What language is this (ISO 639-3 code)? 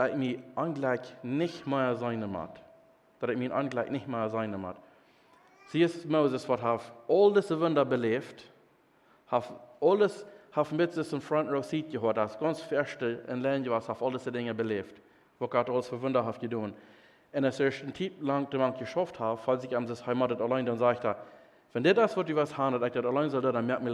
pdt